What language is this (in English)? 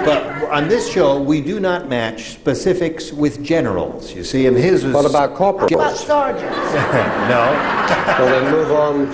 English